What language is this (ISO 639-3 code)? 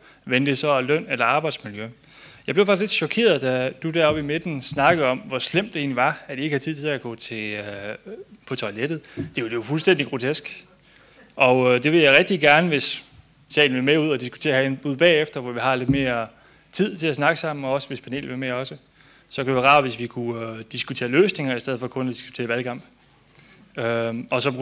dan